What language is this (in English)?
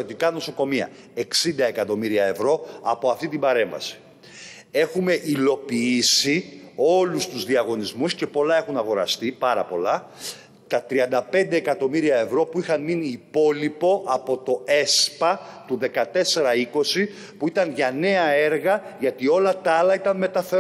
Greek